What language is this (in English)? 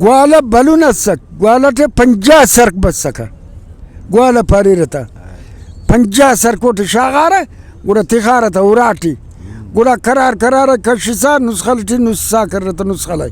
Brahui